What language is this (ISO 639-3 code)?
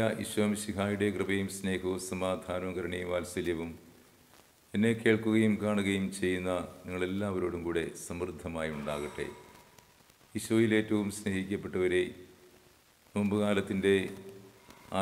mal